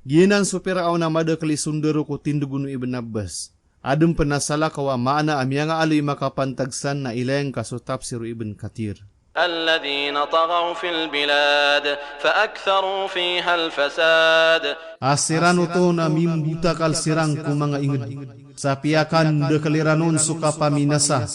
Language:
Maranao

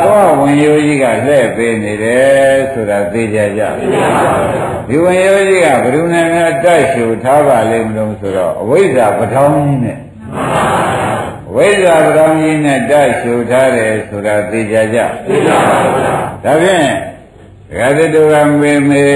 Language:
Burmese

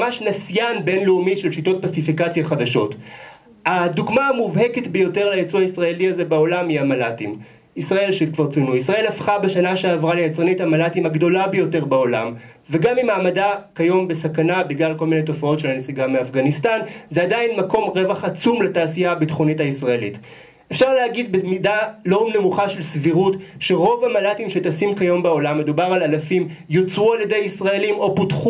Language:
Hebrew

